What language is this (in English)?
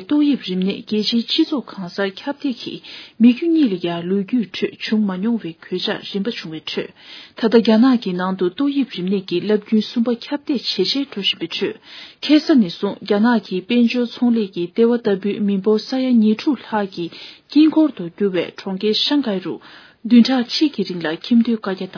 Tibetan